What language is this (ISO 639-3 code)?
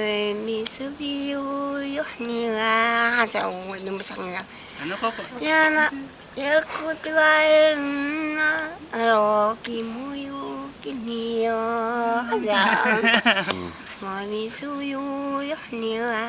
trv